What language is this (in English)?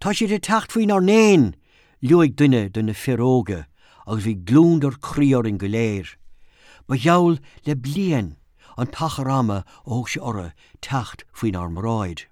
Irish